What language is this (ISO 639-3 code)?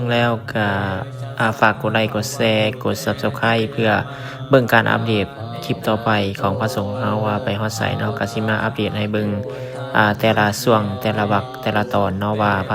lao